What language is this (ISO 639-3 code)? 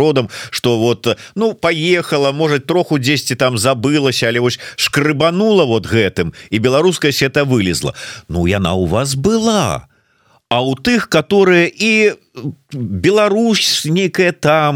bel